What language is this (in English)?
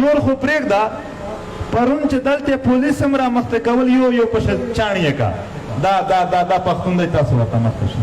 Pashto